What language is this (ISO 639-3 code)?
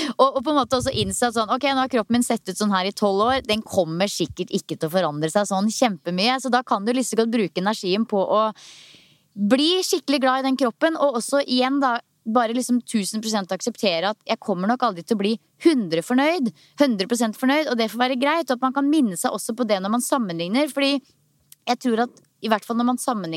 nor